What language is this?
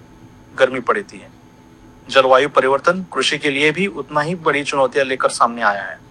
Hindi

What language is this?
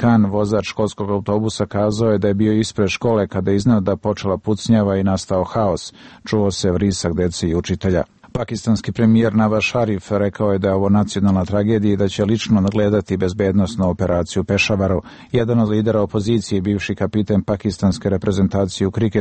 Serbian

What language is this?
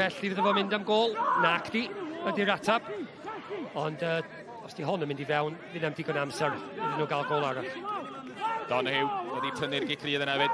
Welsh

